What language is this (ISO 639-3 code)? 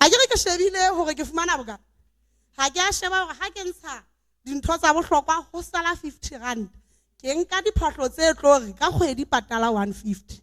sot